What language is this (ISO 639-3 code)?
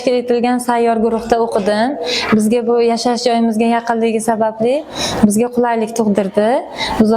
uzb